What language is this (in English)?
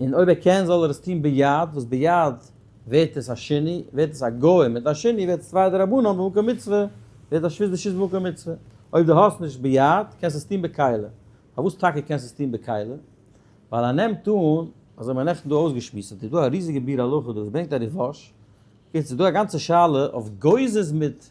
Yiddish